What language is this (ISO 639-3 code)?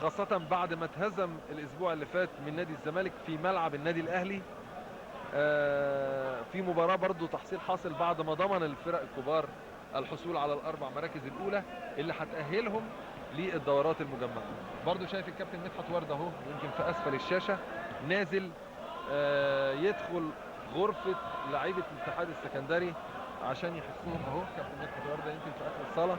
arz